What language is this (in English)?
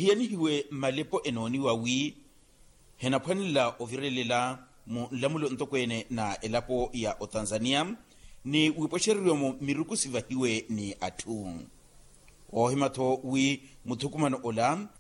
Makhuwa